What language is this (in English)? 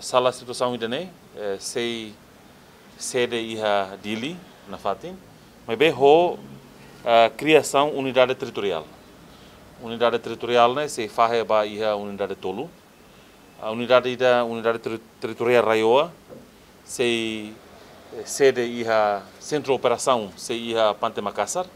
Tetum